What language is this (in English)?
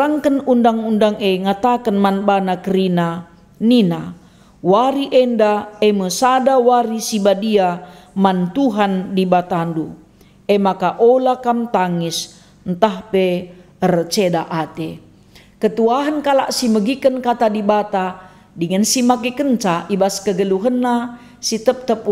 Batak Karo